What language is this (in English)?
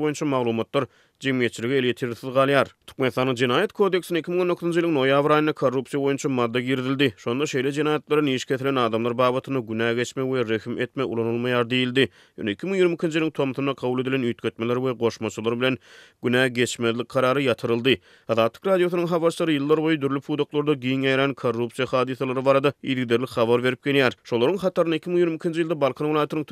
Turkmen